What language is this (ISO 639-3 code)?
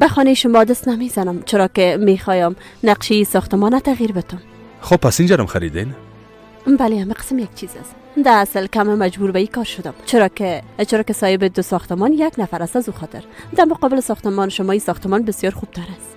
fas